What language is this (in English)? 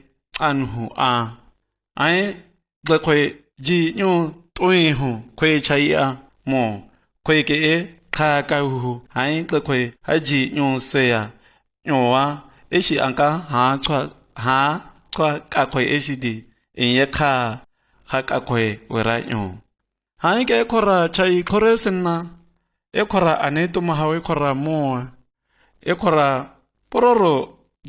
Shua